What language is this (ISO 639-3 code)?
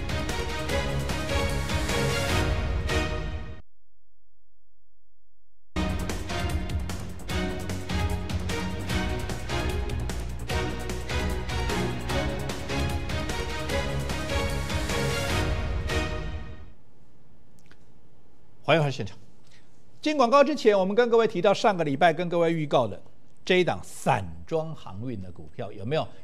zho